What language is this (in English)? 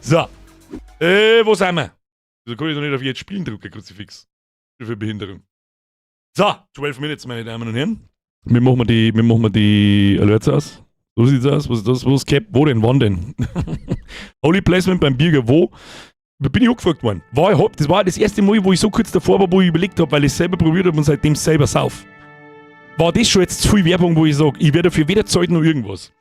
Bavarian